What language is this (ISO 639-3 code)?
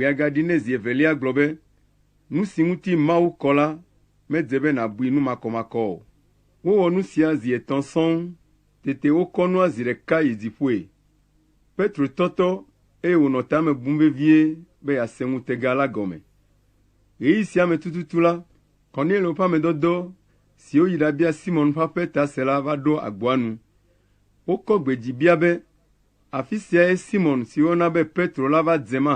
ewe